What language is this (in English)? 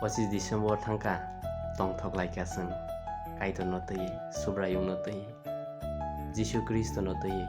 Kok Borok